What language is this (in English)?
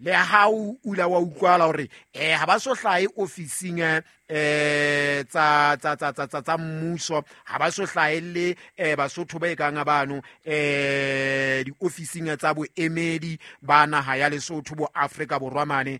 Southern Sotho